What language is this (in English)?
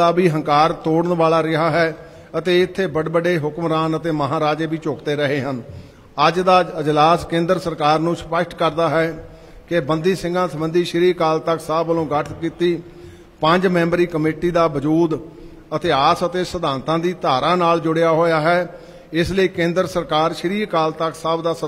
Punjabi